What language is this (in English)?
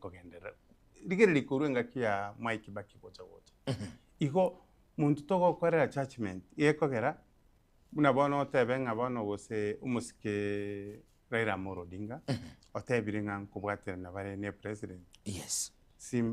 Gusii